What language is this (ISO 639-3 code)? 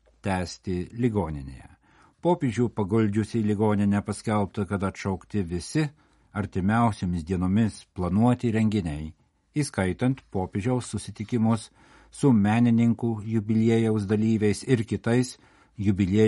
lit